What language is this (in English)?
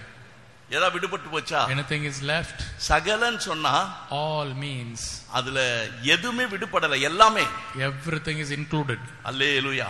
Tamil